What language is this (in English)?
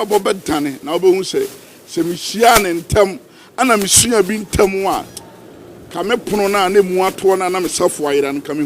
Akan